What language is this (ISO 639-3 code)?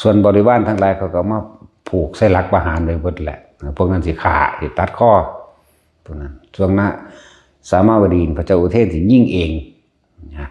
tts